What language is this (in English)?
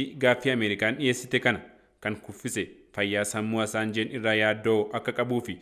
Oromo